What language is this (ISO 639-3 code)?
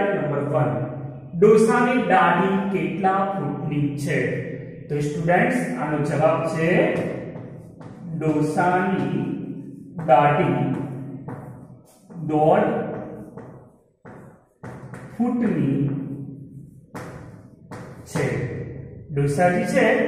guj